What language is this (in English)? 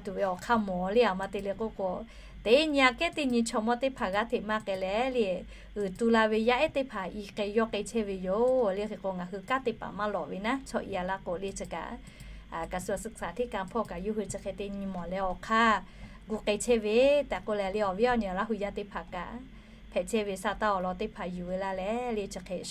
Lahu